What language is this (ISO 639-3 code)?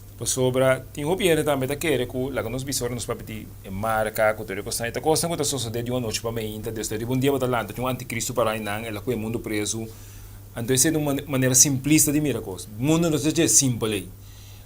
pap